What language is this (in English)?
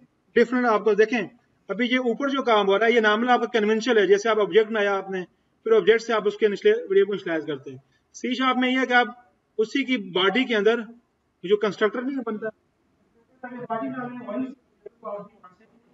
Hindi